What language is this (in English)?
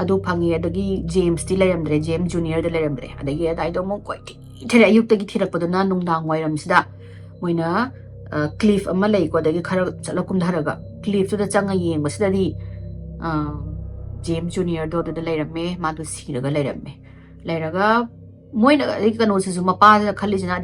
Manipuri